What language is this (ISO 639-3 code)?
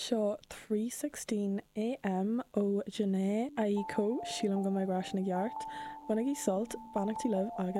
gle